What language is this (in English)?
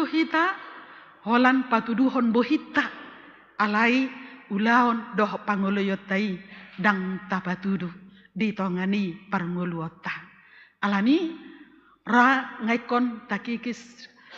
Batak Toba